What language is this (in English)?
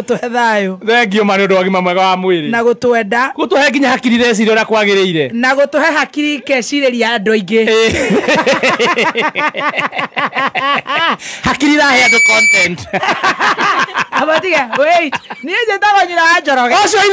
Kikuyu